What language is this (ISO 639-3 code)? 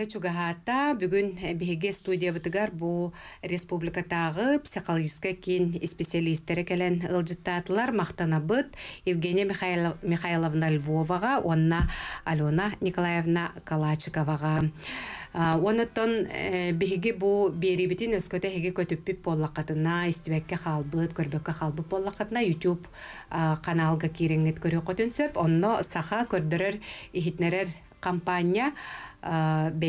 sah